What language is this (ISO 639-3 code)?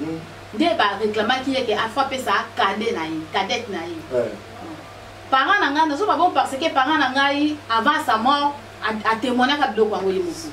lin